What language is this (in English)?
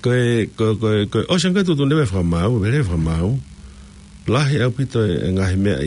Tongan